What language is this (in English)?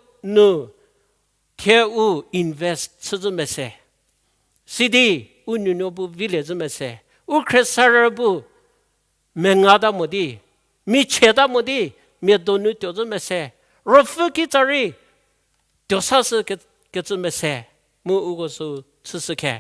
Angami Naga